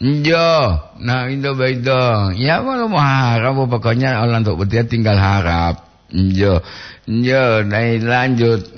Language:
Gorontalo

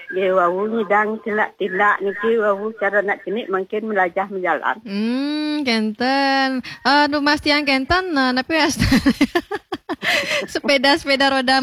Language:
Balinese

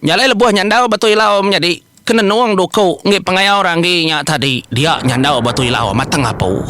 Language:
Iban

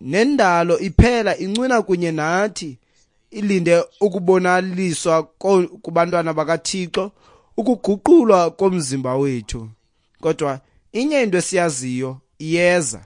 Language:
Xhosa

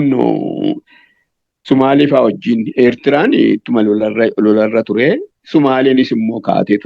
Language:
Oromo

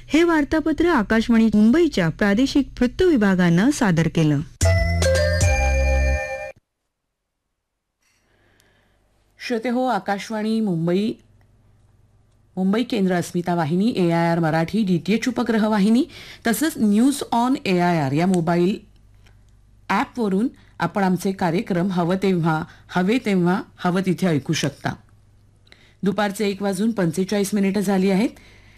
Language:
Marathi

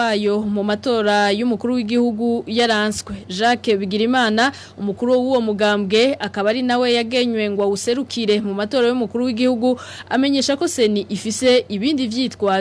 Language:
Rundi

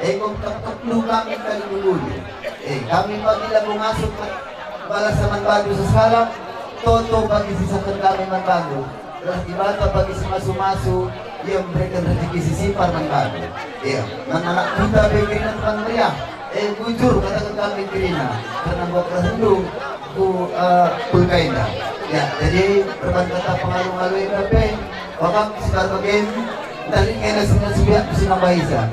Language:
Batak Karo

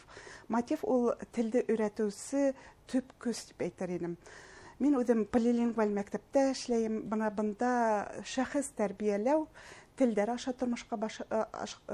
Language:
Bashkir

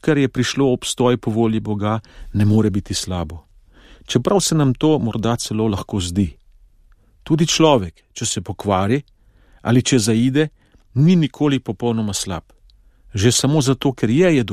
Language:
Slovenian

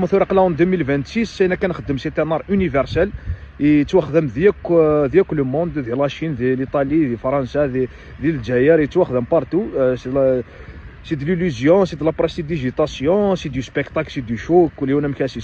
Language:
Kabyle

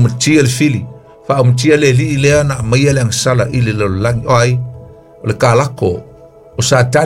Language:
Samoan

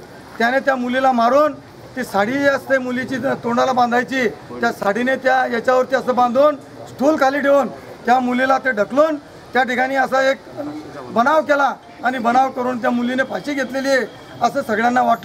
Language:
Marathi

